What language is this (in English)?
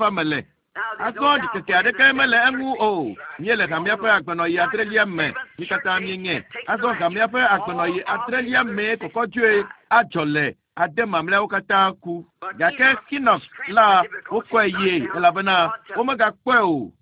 Ewe